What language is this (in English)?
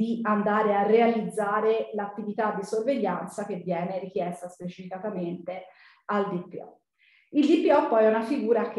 Italian